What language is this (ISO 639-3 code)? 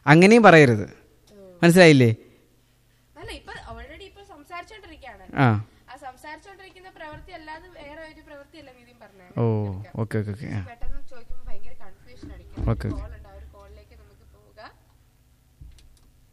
mal